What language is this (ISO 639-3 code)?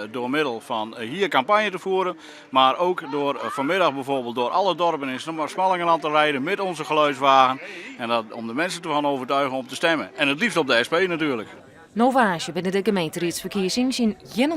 fry